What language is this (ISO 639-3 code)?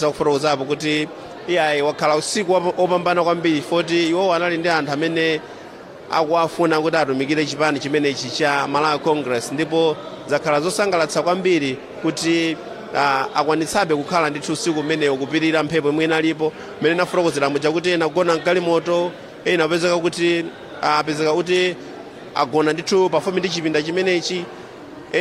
nya